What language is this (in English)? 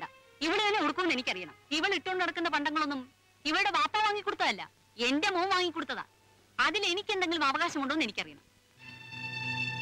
Malayalam